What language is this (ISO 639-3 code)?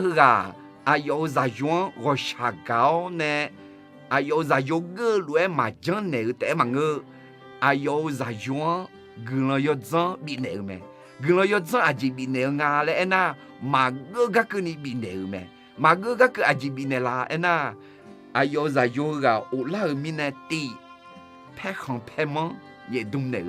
ahk